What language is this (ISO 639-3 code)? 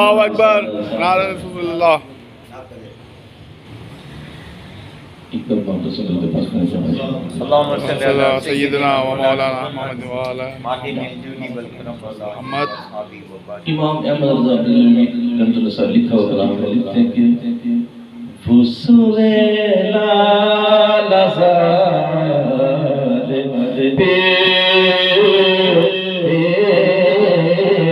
urd